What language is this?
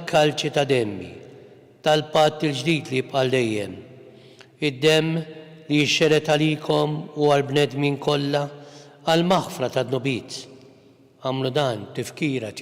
Maltese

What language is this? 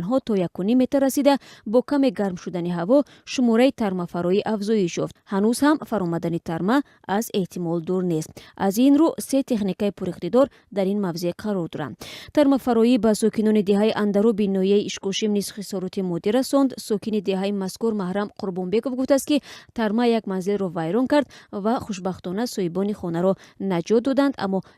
Tajik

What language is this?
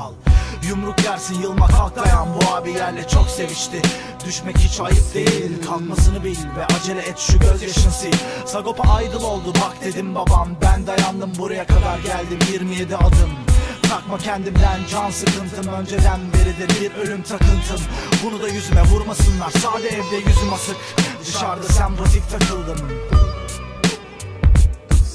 Turkish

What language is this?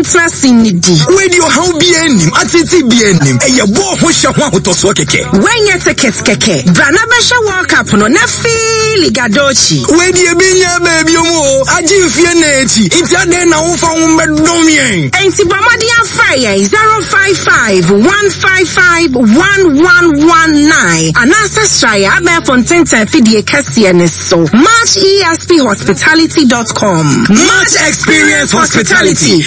Akan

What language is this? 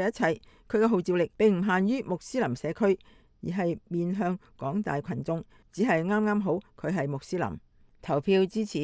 Cantonese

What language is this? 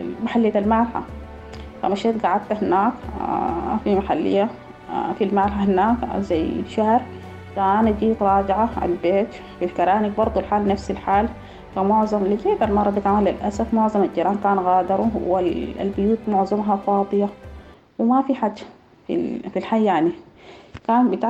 Sudanese Arabic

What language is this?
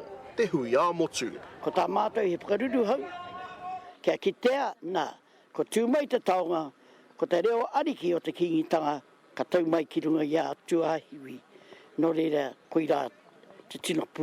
Māori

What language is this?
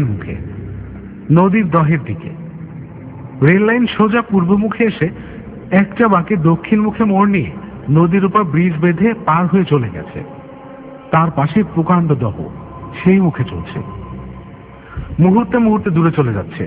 Bangla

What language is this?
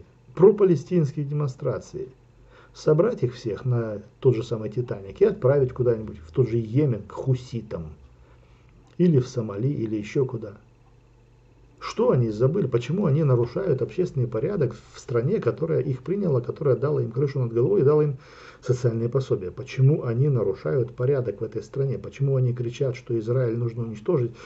Russian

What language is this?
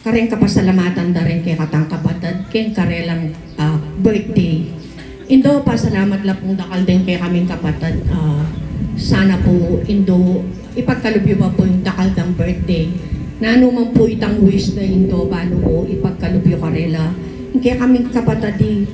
Pampanga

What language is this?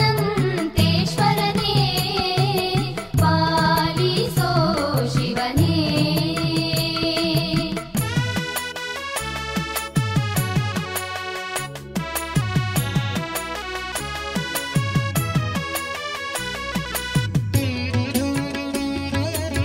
Kannada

